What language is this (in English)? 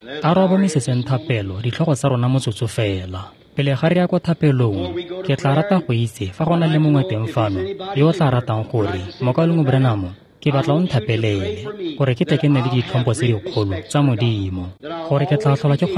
Tswana